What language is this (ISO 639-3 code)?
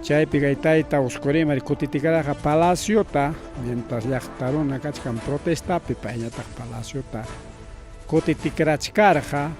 quy